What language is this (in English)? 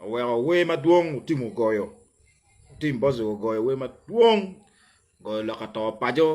Acoli